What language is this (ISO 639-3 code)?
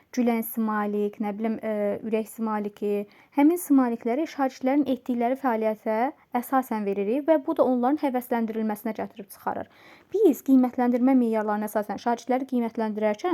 aze